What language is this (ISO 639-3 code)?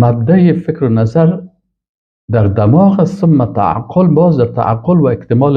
fas